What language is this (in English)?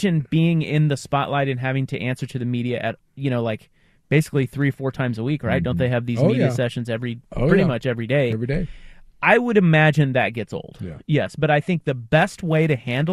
English